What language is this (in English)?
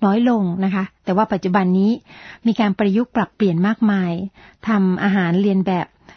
Thai